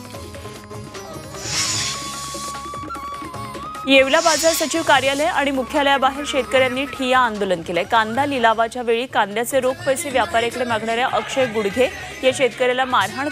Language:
Marathi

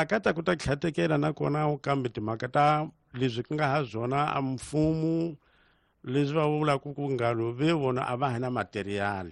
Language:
Tsonga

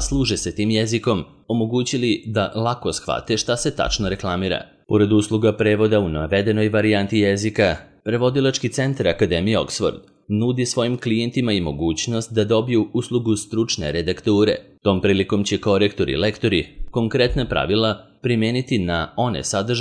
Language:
Serbian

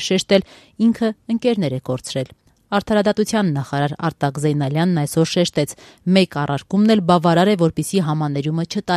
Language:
Armenian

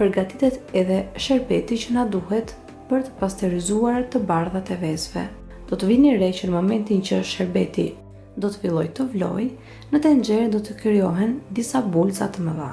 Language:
Albanian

